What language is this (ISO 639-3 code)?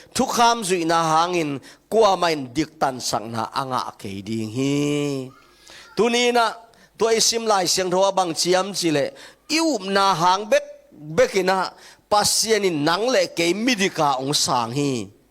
ctd